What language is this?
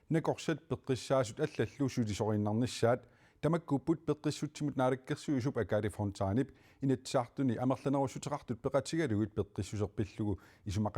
Kalaallisut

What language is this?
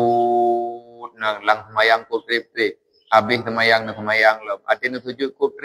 Achinese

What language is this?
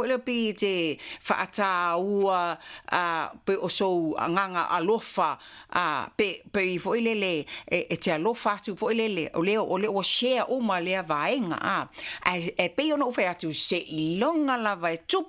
Samoan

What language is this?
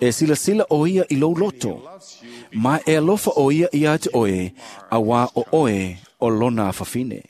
Samoan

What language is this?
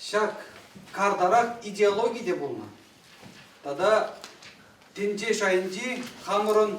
Chuvash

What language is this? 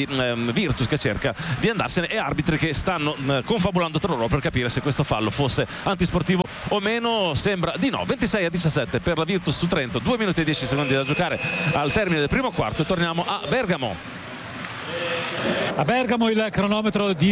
Italian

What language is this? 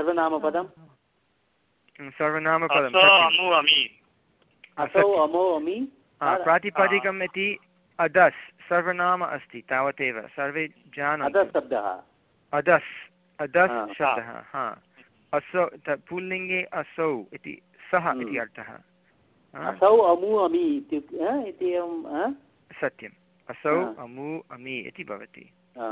Sanskrit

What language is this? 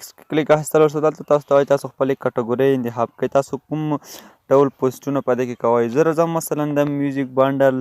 Pashto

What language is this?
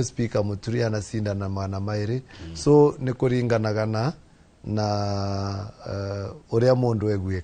Kikuyu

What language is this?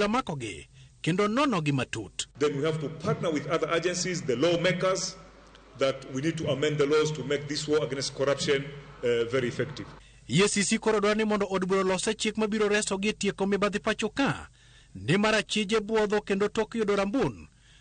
Luo (Kenya and Tanzania)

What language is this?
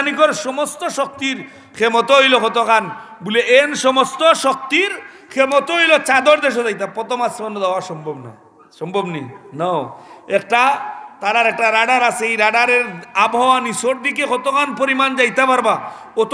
Sylheti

